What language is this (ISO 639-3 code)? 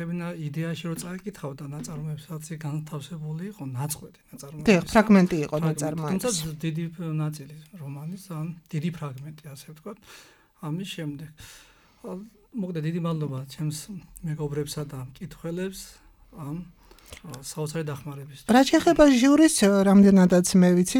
kat